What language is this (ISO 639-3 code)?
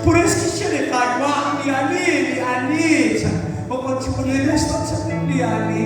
kek